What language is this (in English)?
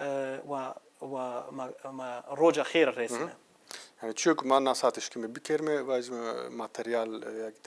Zaza